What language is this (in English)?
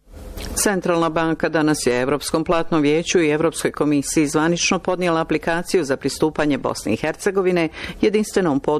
Bosnian